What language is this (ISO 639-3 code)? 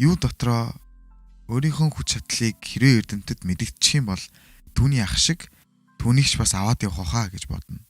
mon